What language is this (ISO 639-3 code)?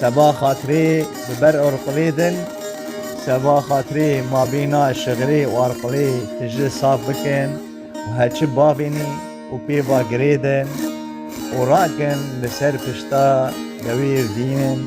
kur